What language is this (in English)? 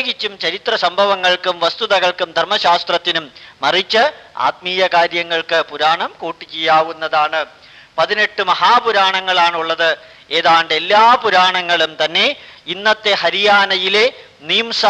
Malayalam